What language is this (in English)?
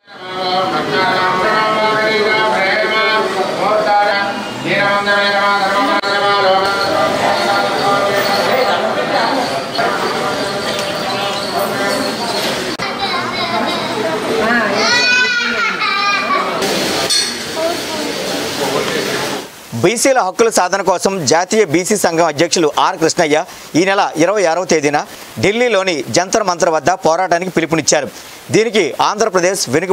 Telugu